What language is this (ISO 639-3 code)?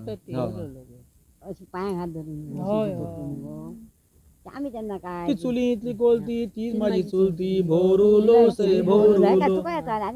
kok